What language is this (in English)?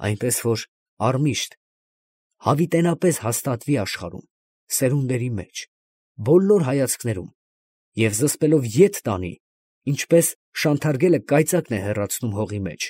Armenian